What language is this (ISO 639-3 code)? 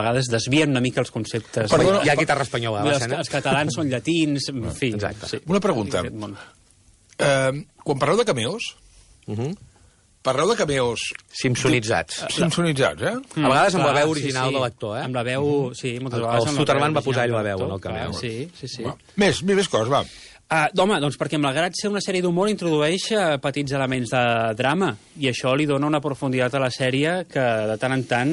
cat